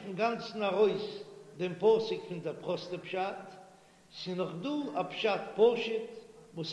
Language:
Yiddish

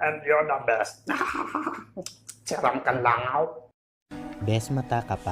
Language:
Bikol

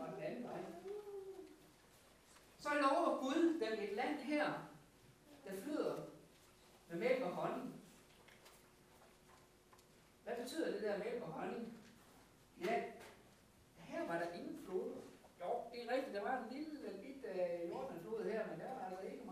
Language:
Danish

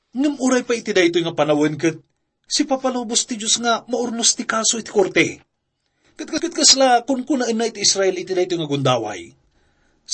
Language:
Iloko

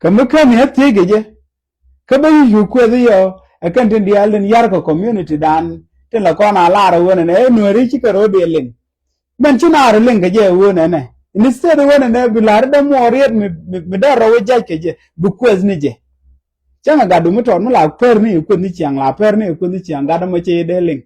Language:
Nuer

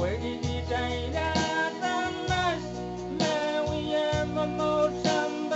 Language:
Pohnpeian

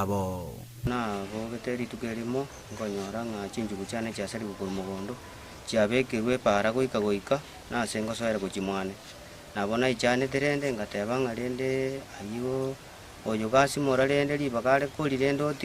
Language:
Gusii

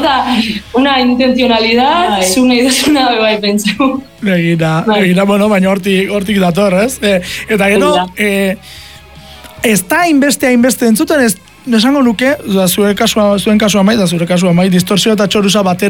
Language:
Basque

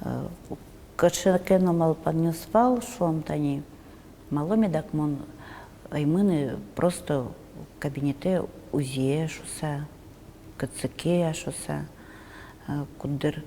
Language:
Udmurt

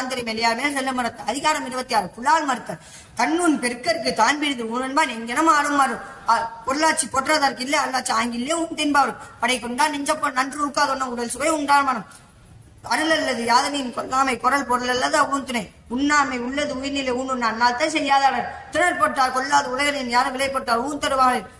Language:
Tamil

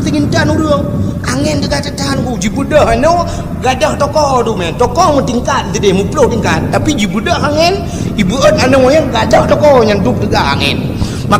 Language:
Achinese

